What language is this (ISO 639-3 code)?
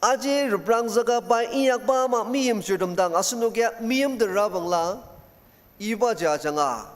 njo